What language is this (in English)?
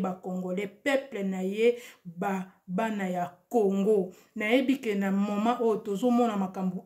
Lingala